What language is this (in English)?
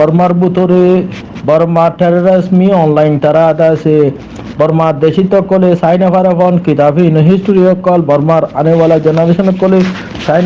Rohingya